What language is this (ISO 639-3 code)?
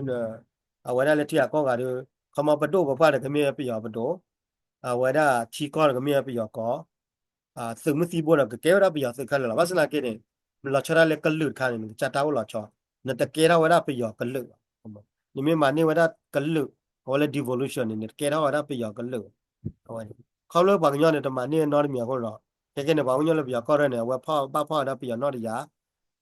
ksw